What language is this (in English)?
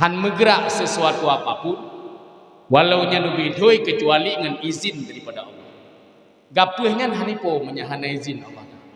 Achinese